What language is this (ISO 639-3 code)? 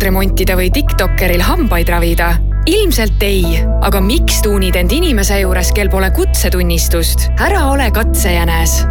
est